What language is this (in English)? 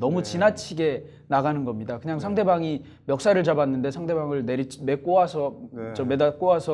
Korean